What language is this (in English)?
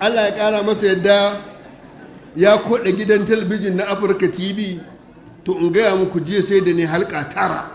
Hausa